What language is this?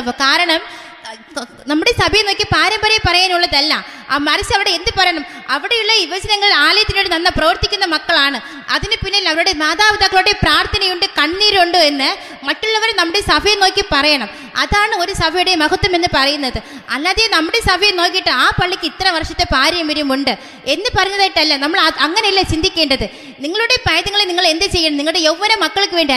Malayalam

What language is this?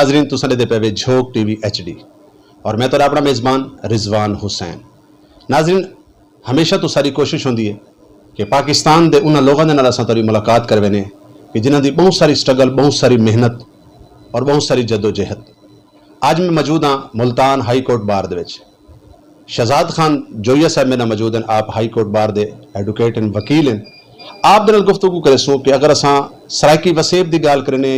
Saraiki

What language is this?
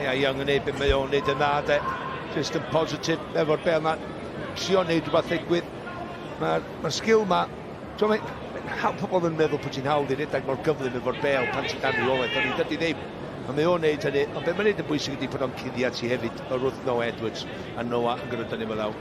Welsh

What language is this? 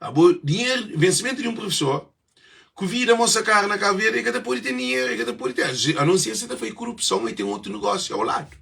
Kabuverdianu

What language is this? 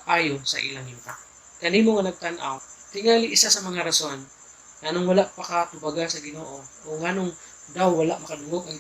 Cebuano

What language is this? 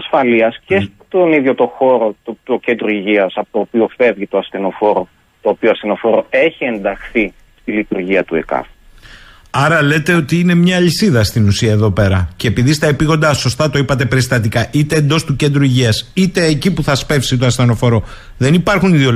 Greek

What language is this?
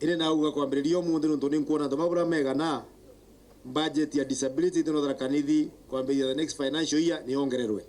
Meru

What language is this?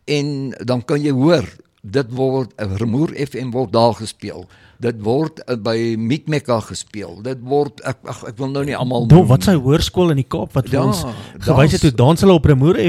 Afrikaans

